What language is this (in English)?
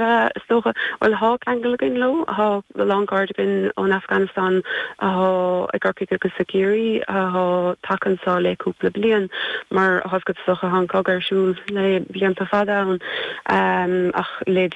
Irish